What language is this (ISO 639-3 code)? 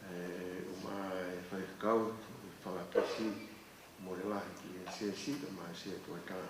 ton